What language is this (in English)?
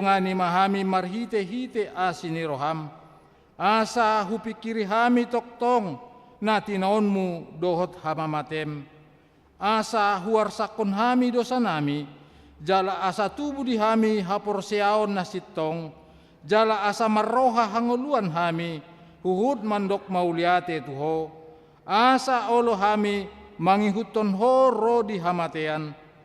Batak Toba